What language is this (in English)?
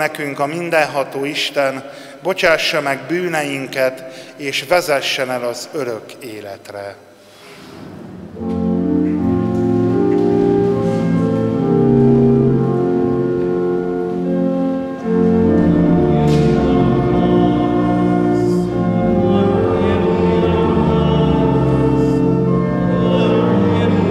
Hungarian